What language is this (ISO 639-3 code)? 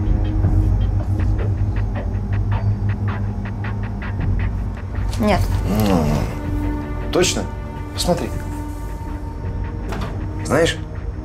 rus